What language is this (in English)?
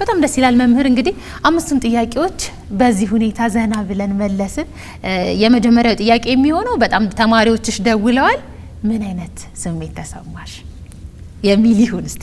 Amharic